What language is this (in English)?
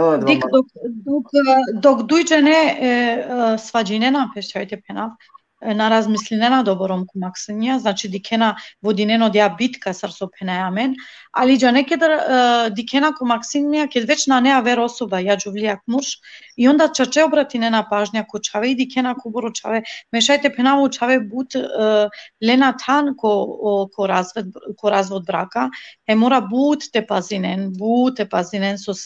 Balkan Romani